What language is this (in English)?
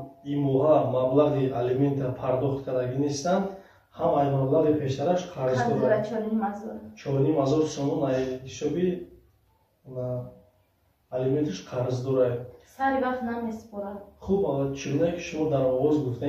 Tajik